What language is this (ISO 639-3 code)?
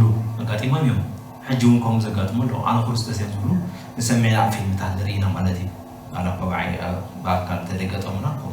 tir